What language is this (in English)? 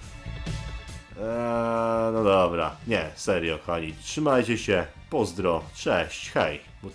Polish